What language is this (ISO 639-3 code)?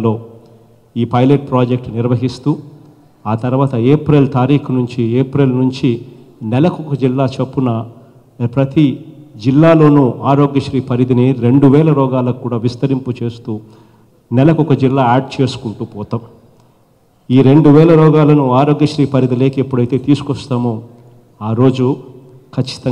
tel